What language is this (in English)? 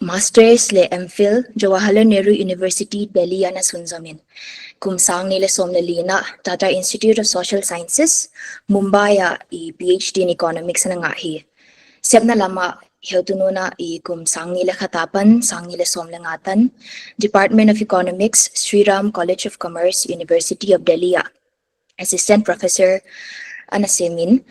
Paite Chin